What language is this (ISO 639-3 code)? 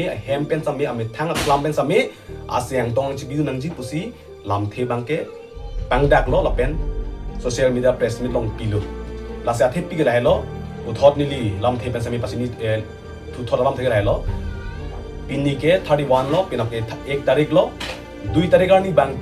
mjw